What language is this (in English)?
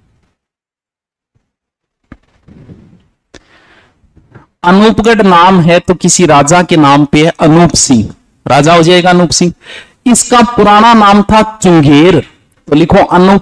Hindi